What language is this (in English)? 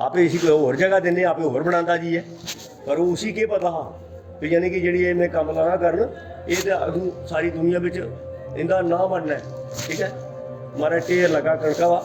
Dogri